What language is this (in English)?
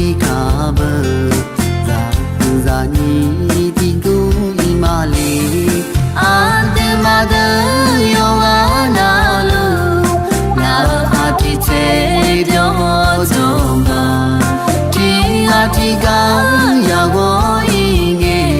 Akha